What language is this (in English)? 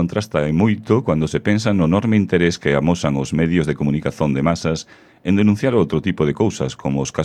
Galician